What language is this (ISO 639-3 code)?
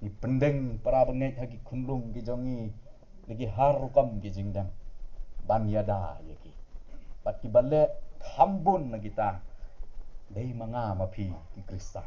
kha